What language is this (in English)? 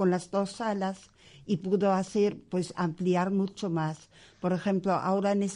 Spanish